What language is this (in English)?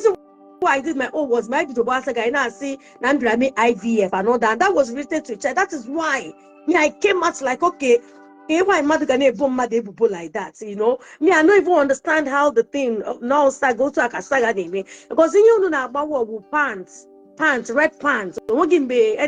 Igbo